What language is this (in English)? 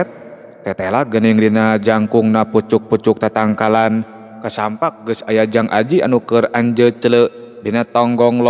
Sundanese